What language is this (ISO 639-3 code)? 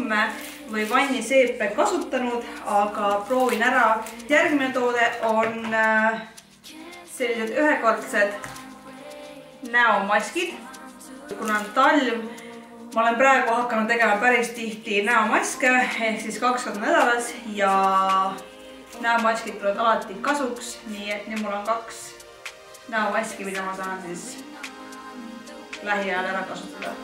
est